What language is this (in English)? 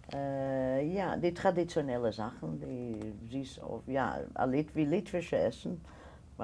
Yiddish